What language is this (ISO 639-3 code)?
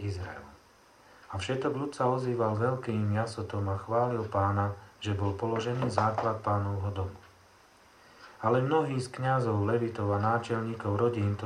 slk